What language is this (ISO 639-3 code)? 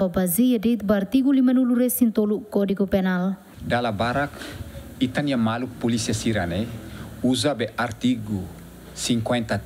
tet